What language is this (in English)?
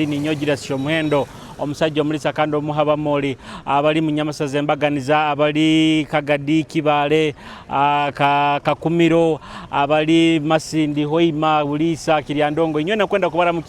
Nyoro